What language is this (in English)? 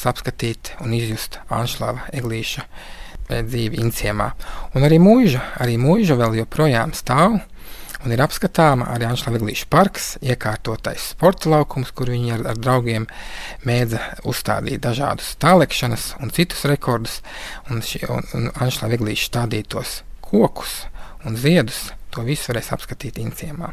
Latvian